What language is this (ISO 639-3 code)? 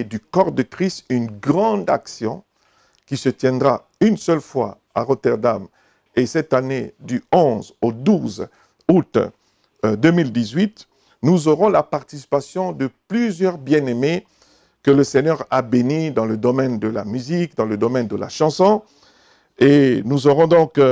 fra